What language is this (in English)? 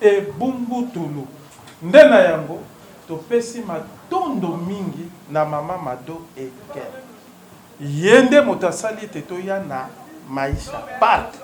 Lingala